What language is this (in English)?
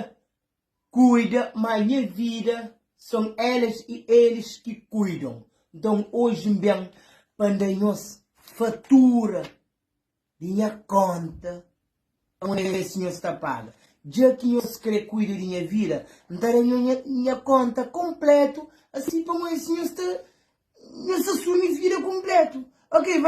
Kabuverdianu